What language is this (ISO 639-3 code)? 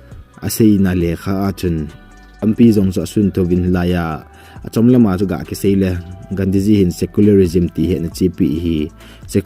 tcz